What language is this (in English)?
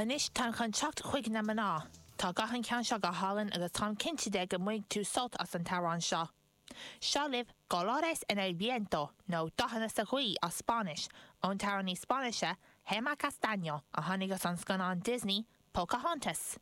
Irish